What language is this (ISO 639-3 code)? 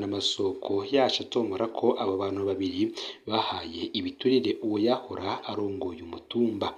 run